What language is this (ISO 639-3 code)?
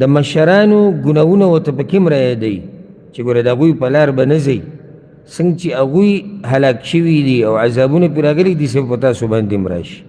pus